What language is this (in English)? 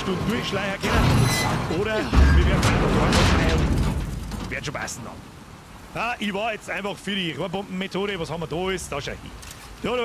Bavarian